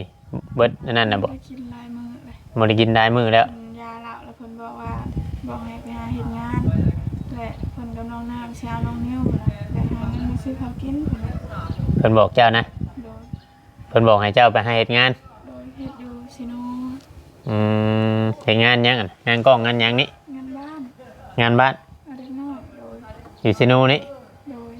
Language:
Northeastern Thai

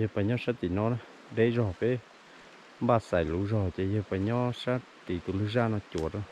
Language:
Hmong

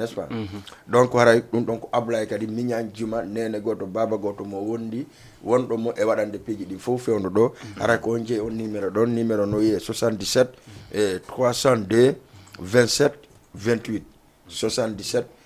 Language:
Fula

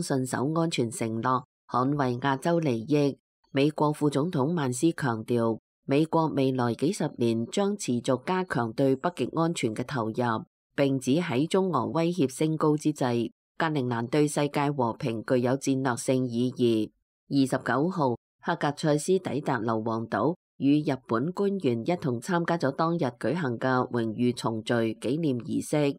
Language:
Cantonese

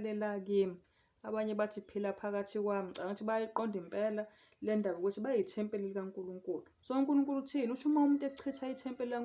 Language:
Zulu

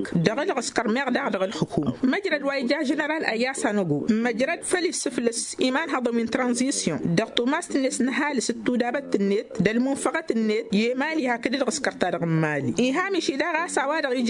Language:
Tamasheq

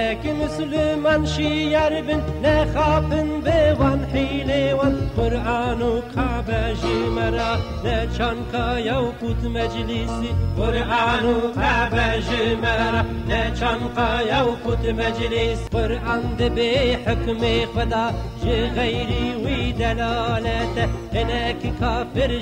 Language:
Kurdish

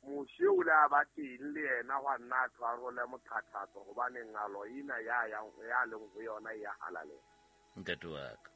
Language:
Southern Sotho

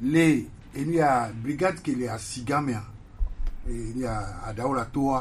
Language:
Gen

